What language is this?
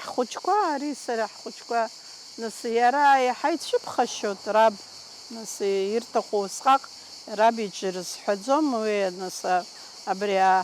Abkhazian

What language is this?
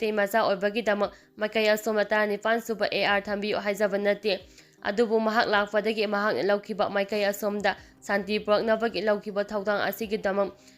Manipuri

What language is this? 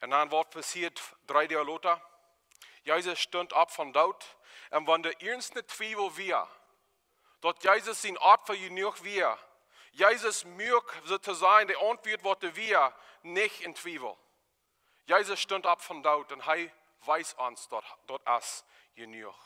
Plautdietsch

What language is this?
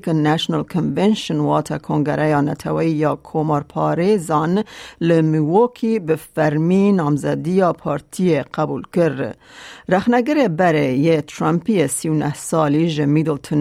Kurdish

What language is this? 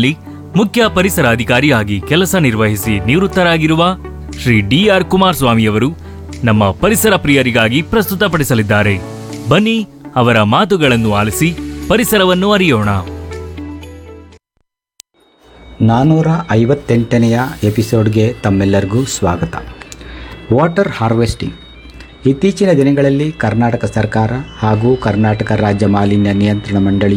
Kannada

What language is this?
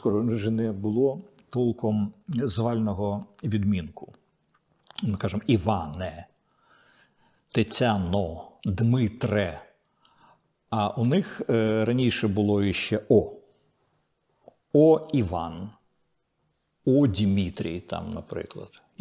Ukrainian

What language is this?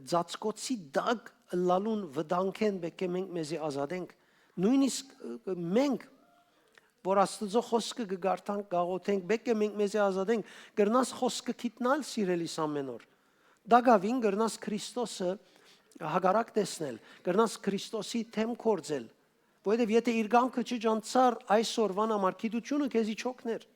Western Armenian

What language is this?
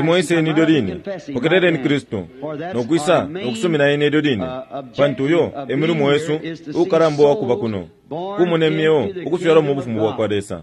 Bemba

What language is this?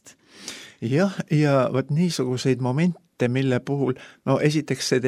Estonian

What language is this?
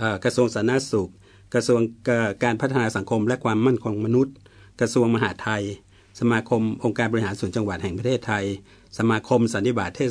Thai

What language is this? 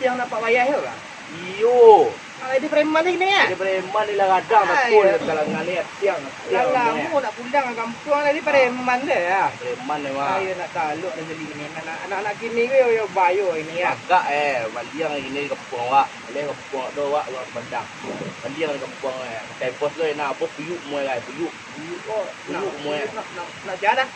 Minangkabau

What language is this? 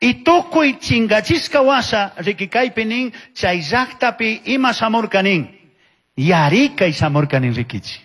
Chimborazo Highland Quichua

